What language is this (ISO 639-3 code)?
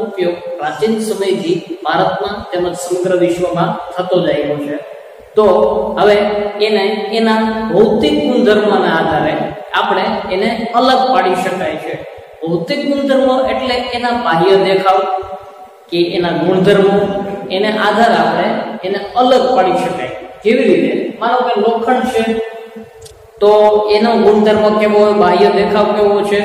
guj